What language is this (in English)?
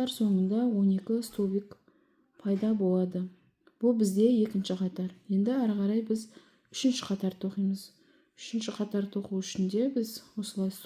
Kazakh